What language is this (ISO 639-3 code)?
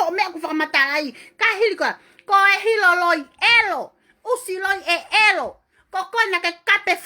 ton